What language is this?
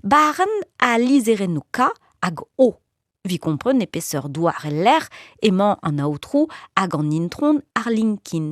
Breton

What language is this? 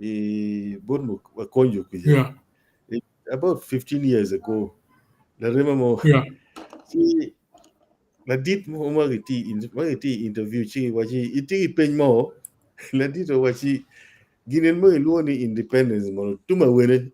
Acoli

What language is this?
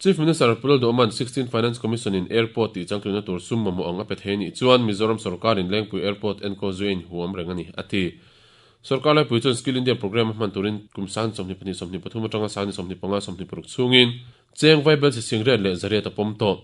Mizo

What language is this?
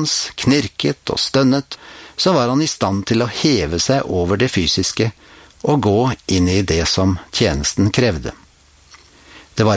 Norwegian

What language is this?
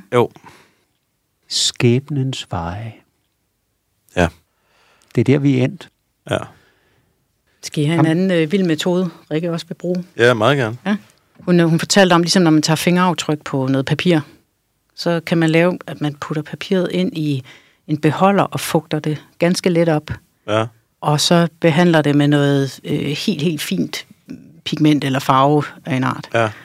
Danish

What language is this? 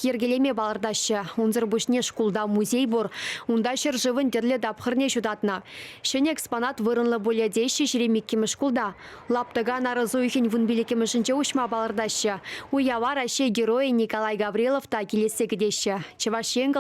Chuvash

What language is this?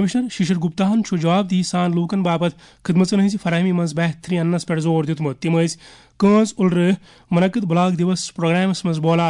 Kashmiri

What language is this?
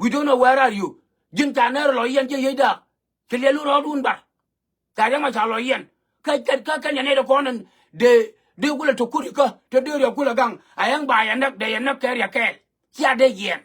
Nuer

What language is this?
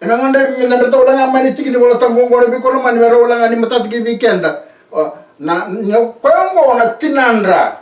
Fijian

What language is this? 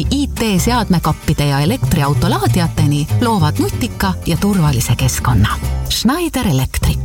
Estonian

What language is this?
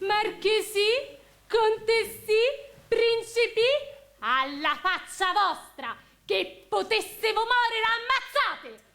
Sicilian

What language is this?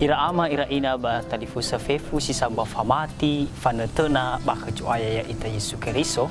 Nias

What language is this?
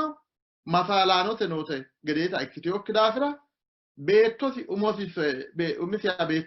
Sidamo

